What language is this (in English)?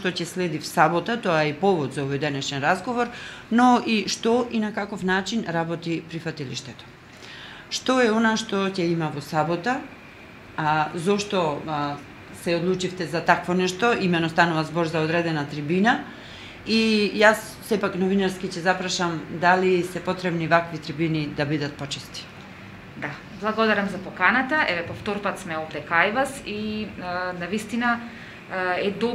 Macedonian